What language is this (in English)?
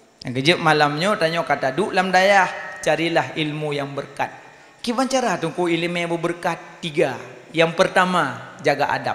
Achinese